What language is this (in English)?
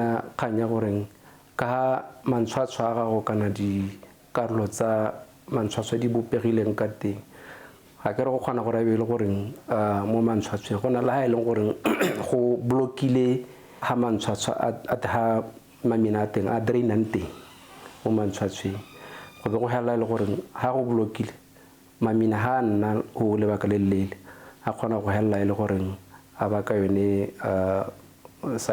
Tswana